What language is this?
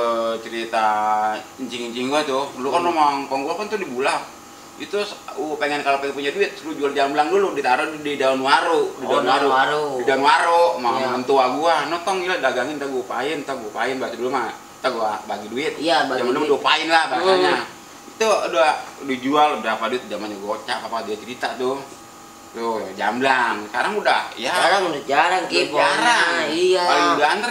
Betawi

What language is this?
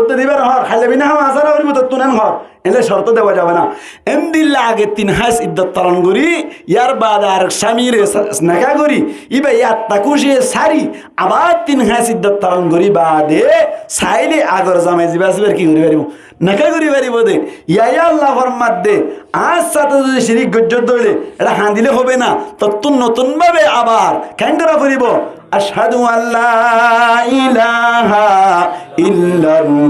Rohingya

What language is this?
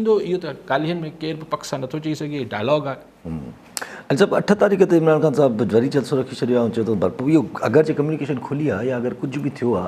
Sindhi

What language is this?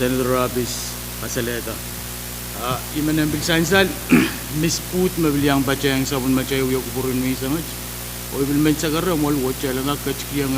Pohnpeian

